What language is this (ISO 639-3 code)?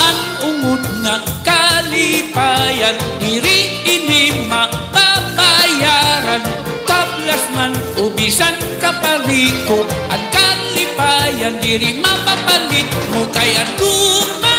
war